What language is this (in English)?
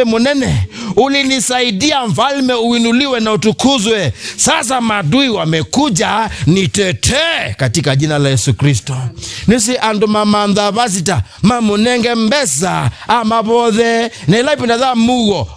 Kamba